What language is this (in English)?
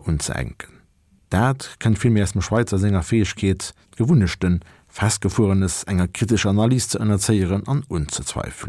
Luxembourgish